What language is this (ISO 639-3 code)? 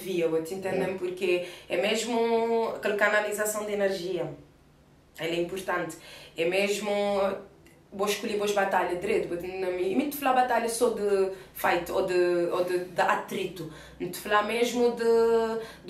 kea